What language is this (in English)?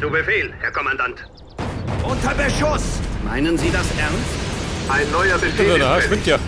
Bavarian